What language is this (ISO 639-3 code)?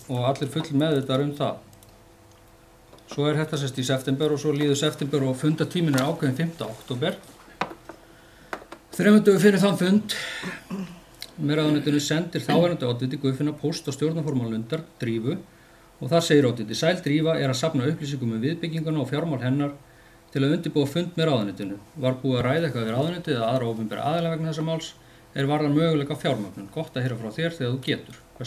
isl